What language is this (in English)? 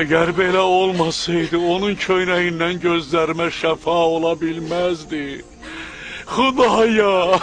Azerbaijani